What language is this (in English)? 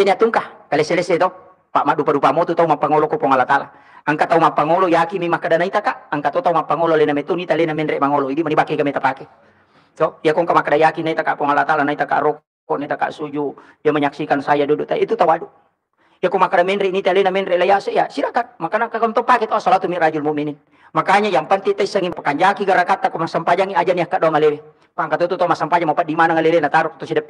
Buginese